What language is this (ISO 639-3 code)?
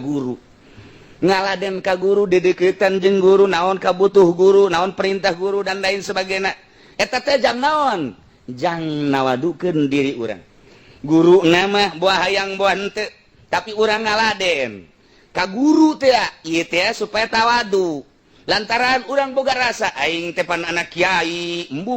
sun